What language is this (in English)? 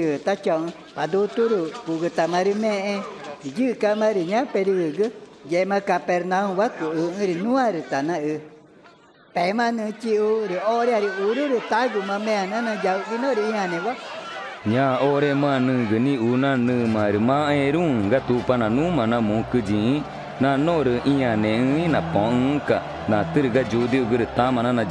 Ticuna